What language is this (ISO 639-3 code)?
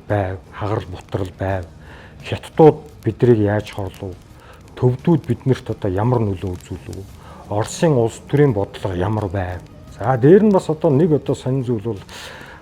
mon